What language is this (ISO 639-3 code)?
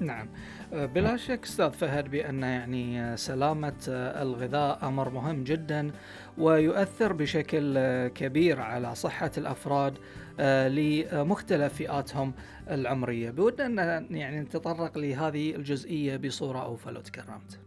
afb